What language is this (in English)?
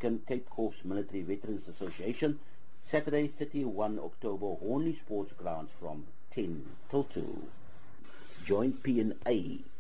Afrikaans